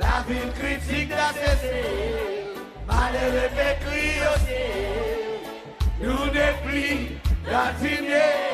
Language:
Seselwa Creole French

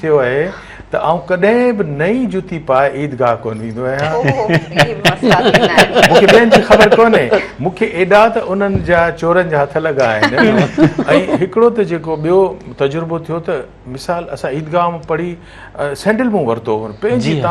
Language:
Sindhi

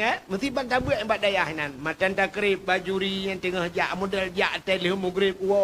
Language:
Achinese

